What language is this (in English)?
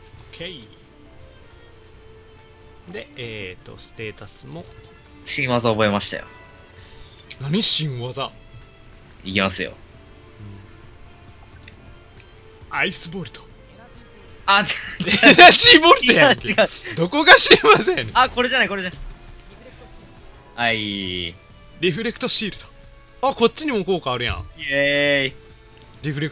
Japanese